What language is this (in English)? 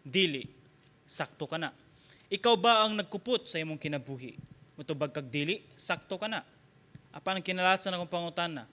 Cebuano